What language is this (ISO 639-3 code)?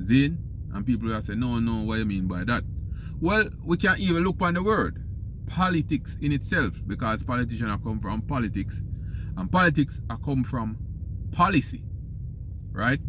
jam